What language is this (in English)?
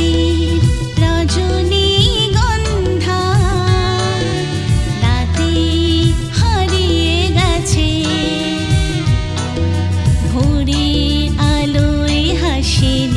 Bangla